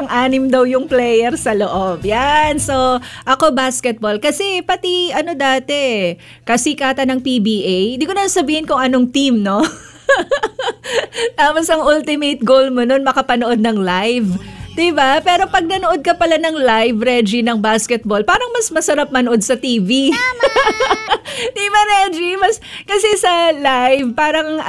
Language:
Filipino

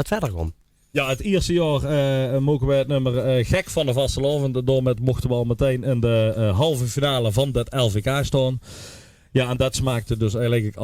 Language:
Limburgish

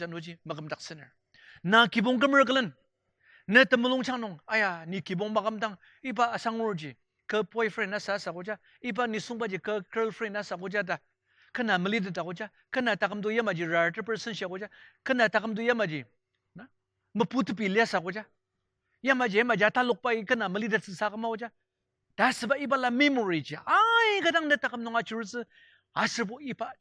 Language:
Ao Naga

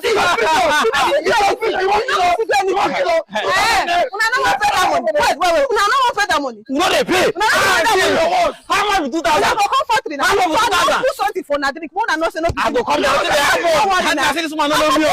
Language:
Nigerian Pidgin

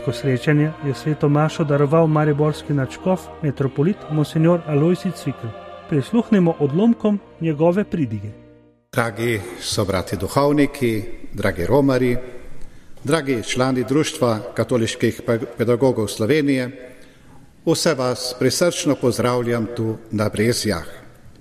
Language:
Slovenian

